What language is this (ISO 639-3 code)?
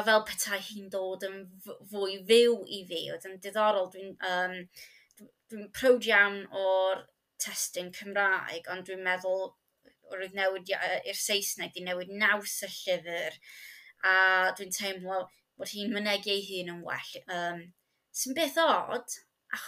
cym